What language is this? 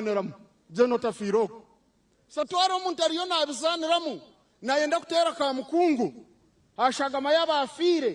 Nyankole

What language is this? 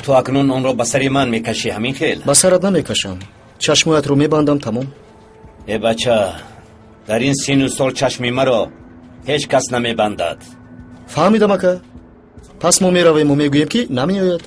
Tajik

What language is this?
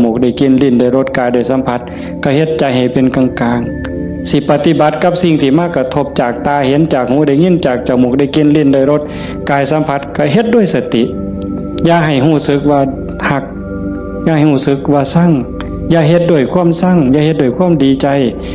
Northeastern Thai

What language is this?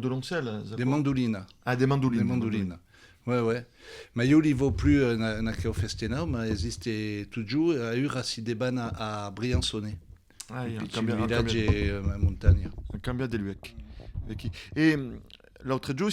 Occitan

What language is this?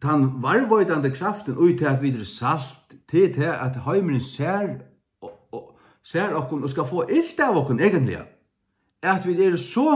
Faroese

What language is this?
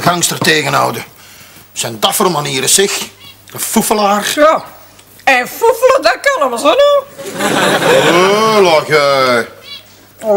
Dutch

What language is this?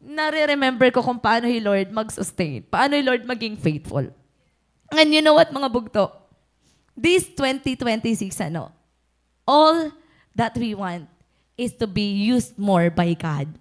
Waray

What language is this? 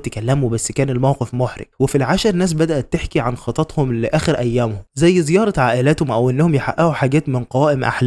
Egyptian Arabic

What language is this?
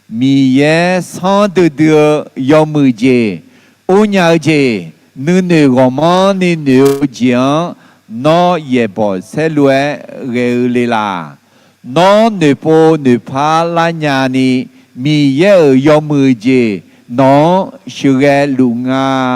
Akha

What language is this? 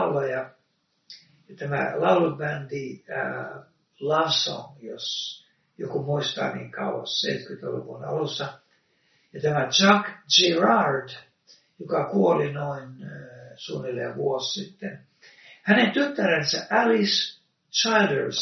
Finnish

